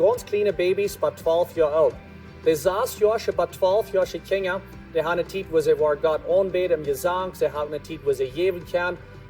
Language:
Plautdietsch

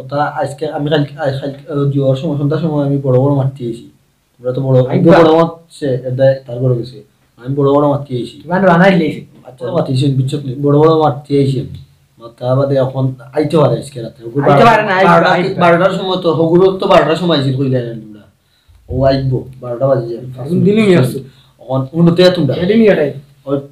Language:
Sylheti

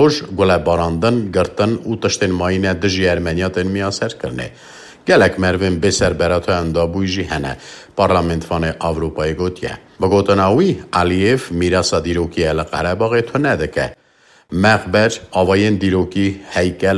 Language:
Kurdish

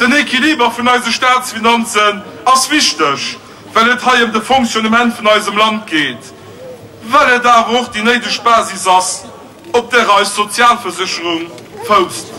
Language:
Luxembourgish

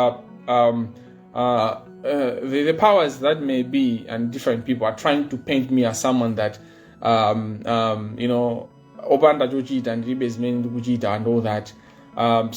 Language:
Nyanja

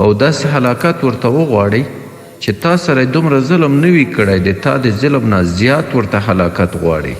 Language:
Pashto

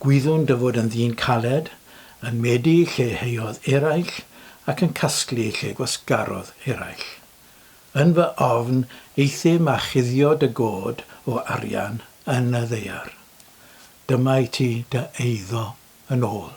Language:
Welsh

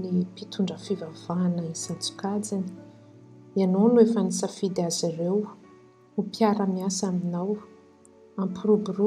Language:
Malagasy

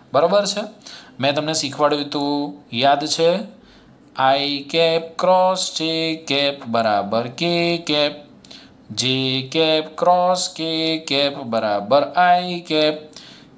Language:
Gujarati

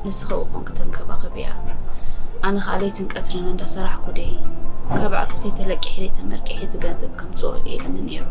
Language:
Tigrinya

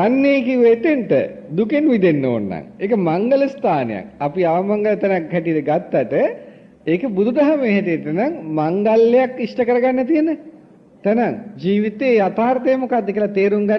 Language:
Sinhala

